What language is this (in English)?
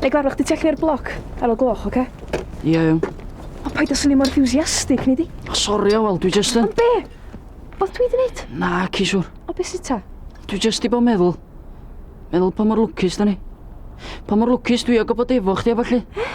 Welsh